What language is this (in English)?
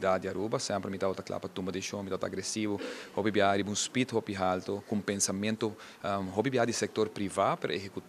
Papiamento